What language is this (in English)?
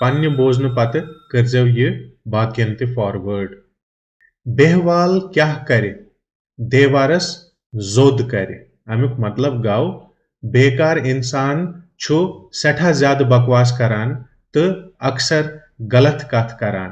Kashmiri